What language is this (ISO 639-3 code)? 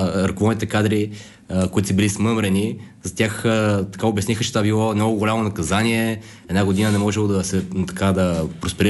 bul